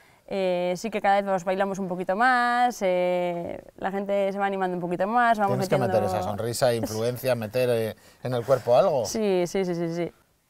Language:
Spanish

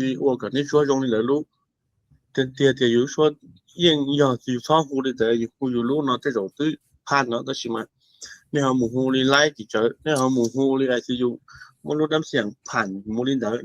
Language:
Hmong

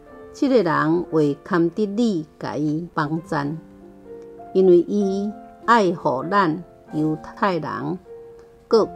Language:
Min Nan Chinese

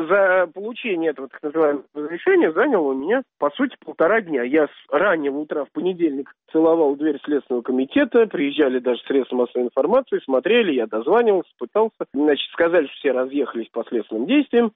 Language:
Russian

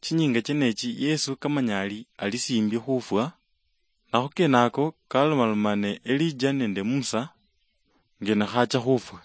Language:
Luyia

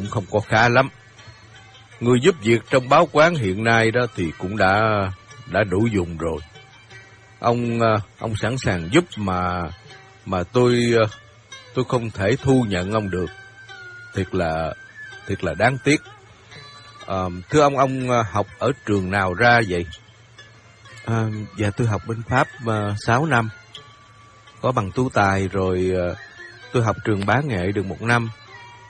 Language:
Vietnamese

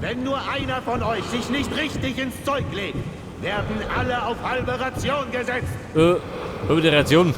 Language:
Bavarian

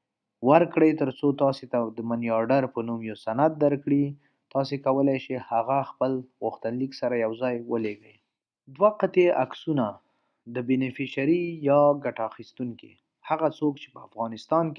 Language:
Pashto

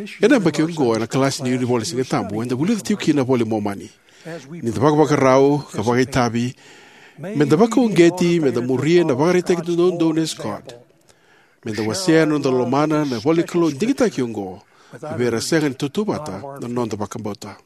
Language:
Fijian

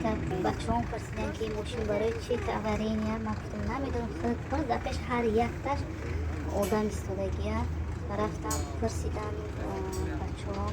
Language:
Tajik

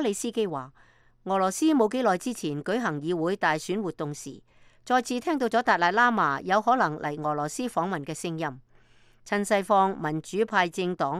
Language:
Cantonese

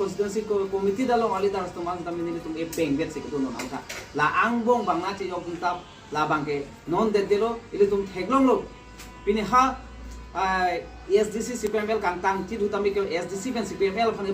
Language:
Karbi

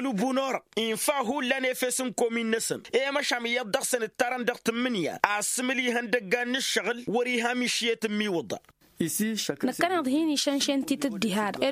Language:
Tamasheq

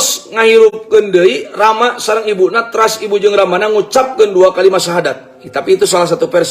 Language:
Sundanese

